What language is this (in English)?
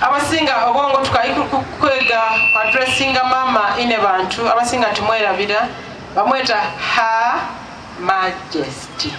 Soga